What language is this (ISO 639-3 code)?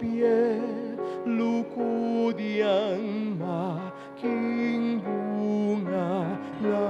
pam